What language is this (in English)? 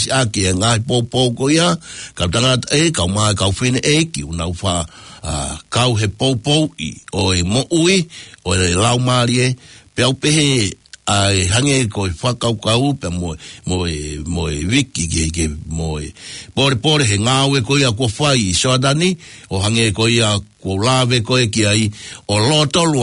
Tongan